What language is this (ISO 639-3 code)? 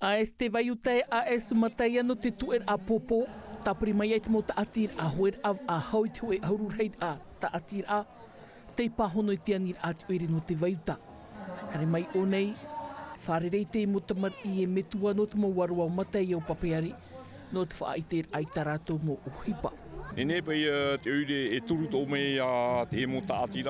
tah